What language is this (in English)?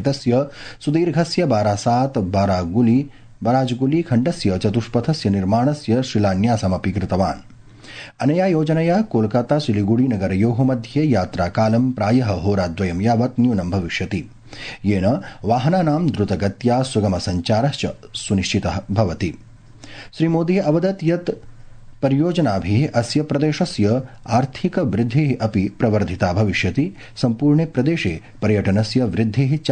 Sanskrit